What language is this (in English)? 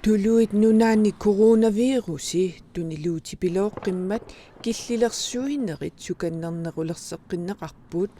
Kalaallisut